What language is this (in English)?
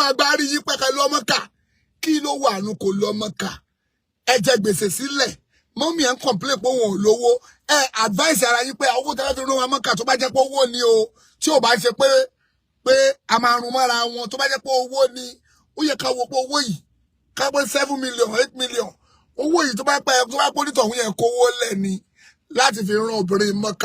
Yoruba